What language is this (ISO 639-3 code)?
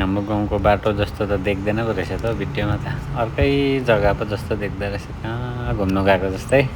nep